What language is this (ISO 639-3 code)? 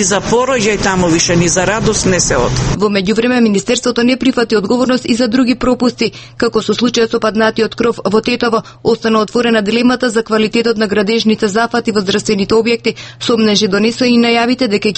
mkd